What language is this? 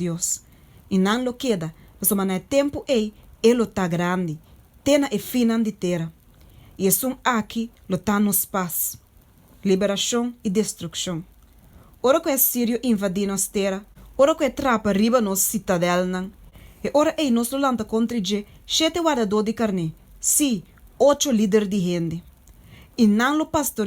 Papiamento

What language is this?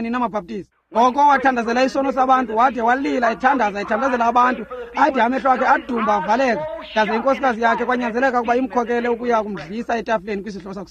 Xhosa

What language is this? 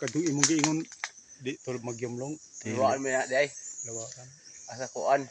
Cebuano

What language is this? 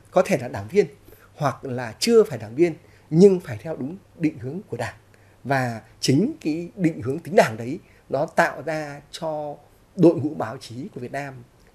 Vietnamese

